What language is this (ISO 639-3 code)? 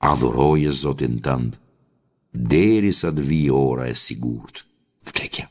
sqi